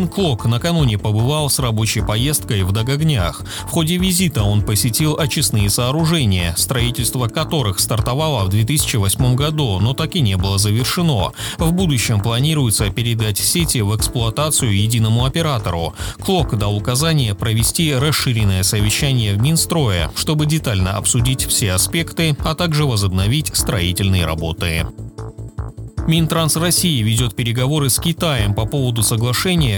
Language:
Russian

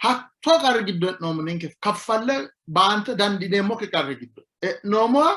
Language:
Sidamo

